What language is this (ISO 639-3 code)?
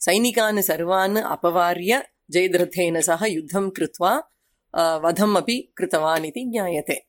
san